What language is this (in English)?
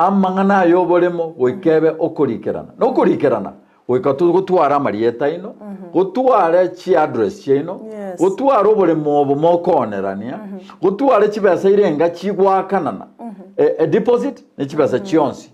Gusii